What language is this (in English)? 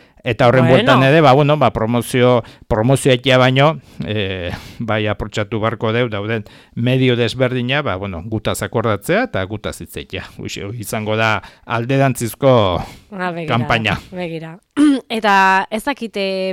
Basque